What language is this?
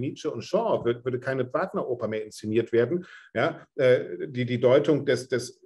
German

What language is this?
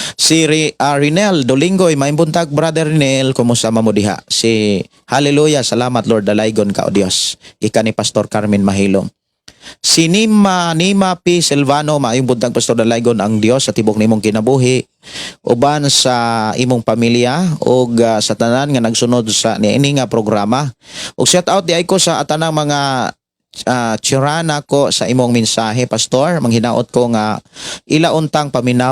Cebuano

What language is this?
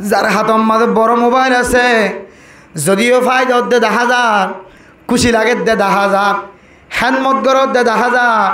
Rohingya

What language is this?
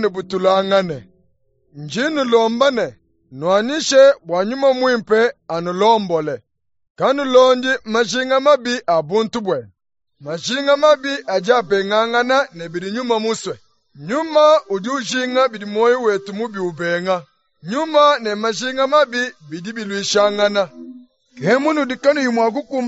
Luba-Lulua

